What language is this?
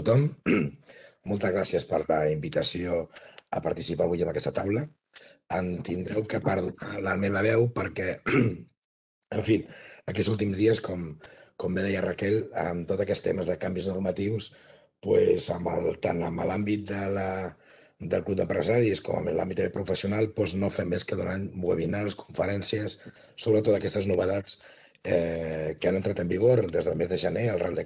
Catalan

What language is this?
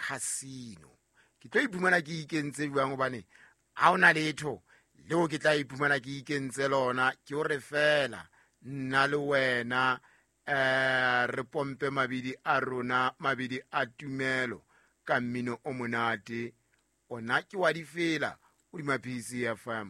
Southern Sotho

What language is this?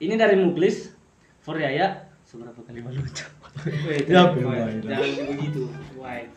Manado Malay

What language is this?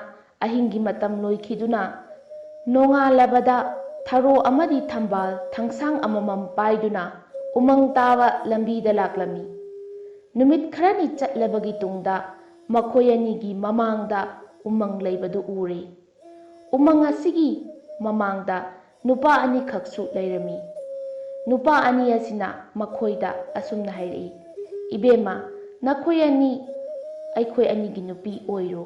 Manipuri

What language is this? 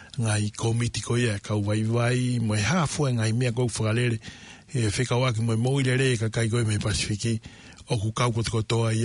Tongan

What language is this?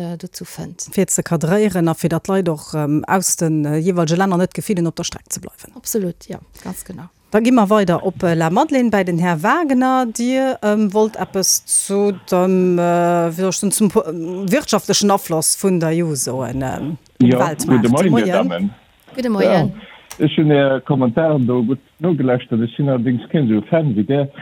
Luxembourgish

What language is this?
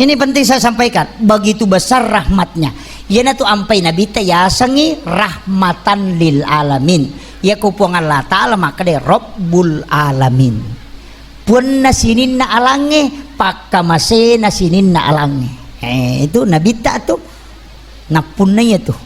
Buginese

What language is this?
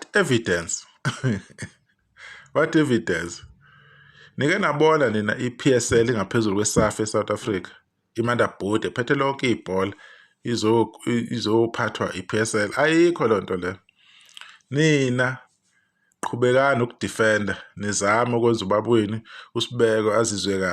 Zulu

